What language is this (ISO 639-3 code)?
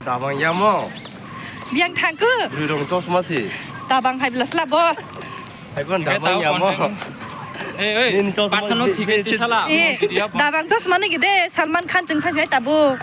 trp